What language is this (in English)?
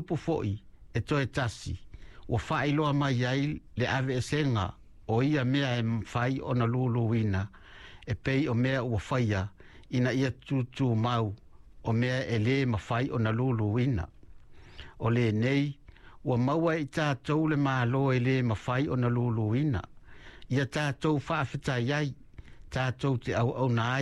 Samoan